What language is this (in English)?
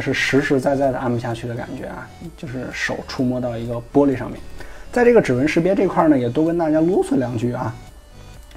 Chinese